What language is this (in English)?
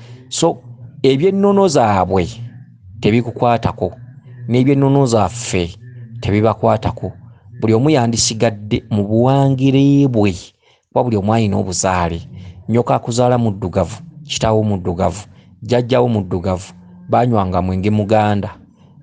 Ganda